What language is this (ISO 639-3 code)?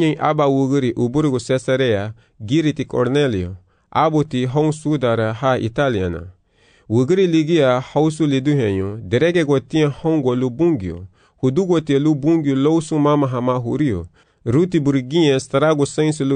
cab